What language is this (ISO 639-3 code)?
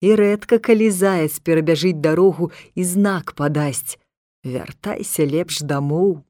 bel